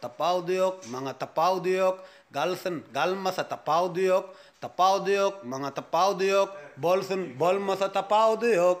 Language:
Turkmen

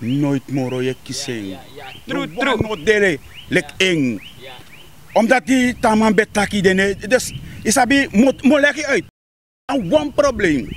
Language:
Sranan Tongo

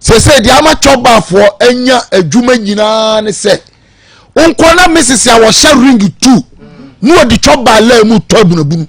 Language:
Akan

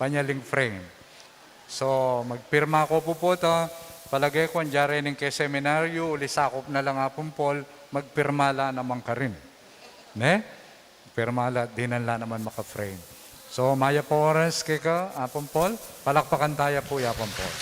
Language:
Pampanga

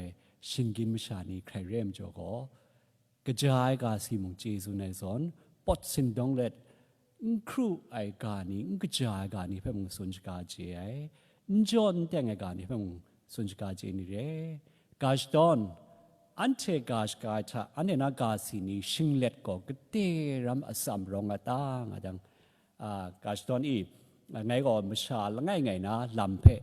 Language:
Kachin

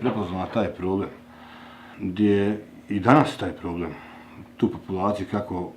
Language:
Bosnian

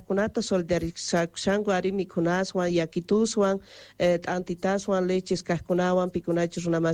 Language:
South Bolivian Quechua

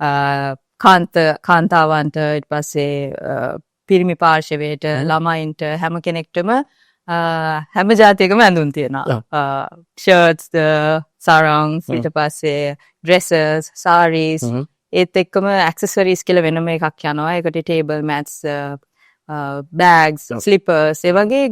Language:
Sinhala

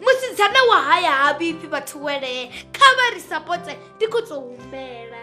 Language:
Venda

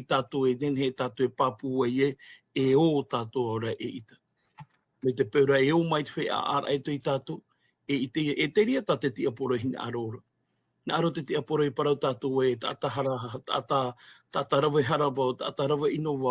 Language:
Tahitian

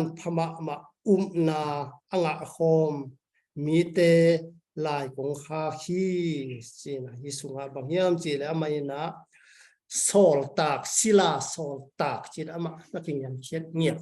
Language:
Tedim Chin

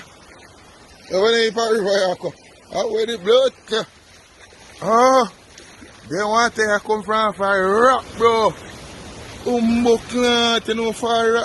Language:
Jamaican Creole English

